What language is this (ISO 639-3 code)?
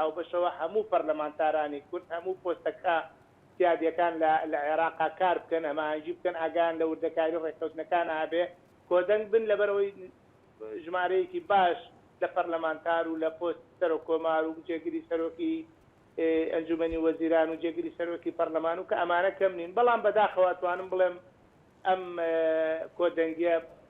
ckb